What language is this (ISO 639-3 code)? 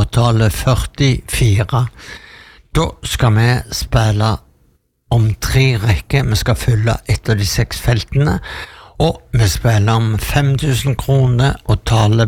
nor